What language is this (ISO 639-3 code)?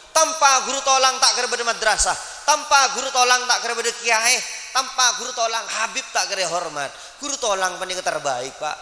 mad